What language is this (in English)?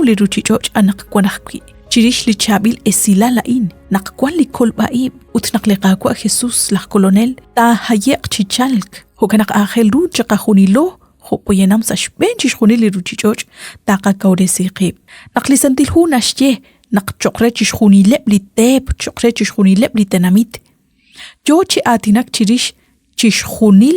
Kekchí